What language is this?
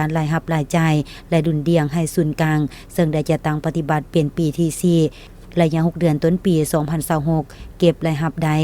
Lao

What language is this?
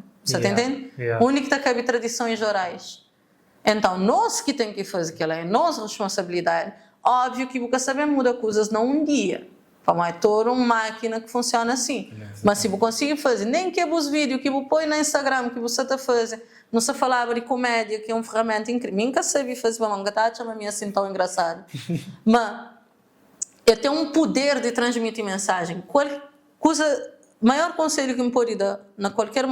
Kabuverdianu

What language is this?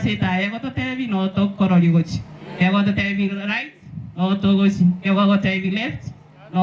Gusii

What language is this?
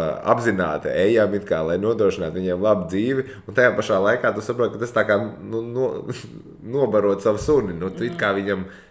Latvian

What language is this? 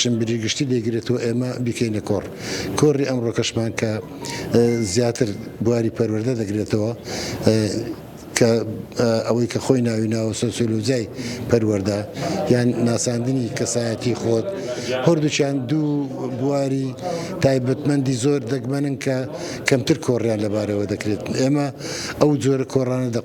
Central Kurdish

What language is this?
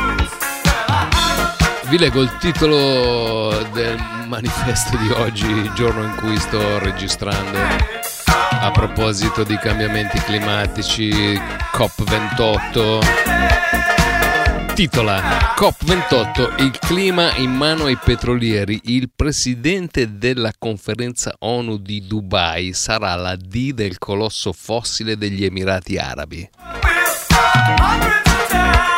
Italian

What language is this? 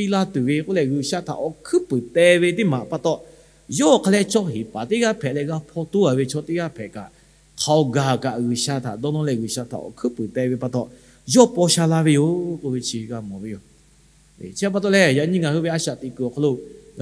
Lahu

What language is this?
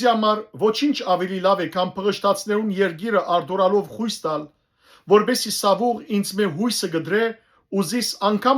Western Armenian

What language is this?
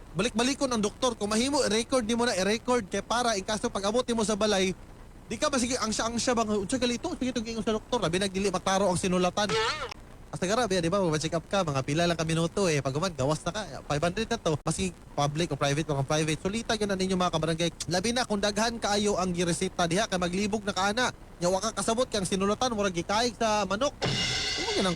Cebuano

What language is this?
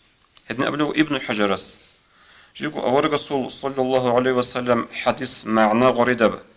Avaric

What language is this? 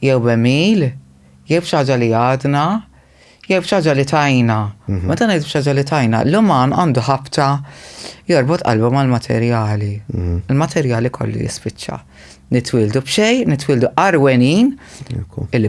Maltese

